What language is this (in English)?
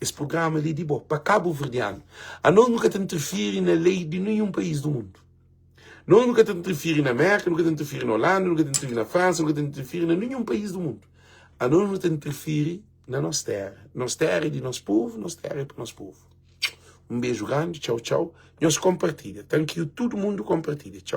Kabuverdianu